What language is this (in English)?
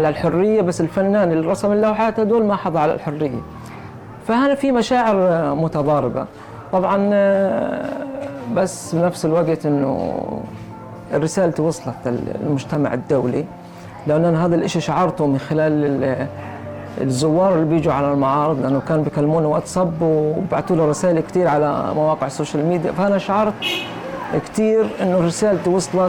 North Levantine Arabic